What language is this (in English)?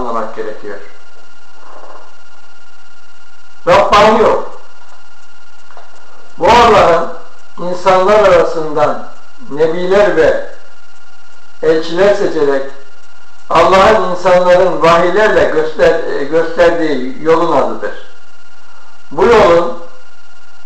Turkish